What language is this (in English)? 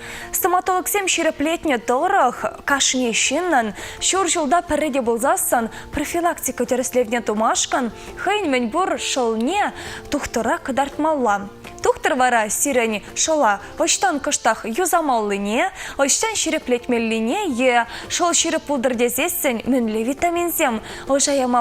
Chuvash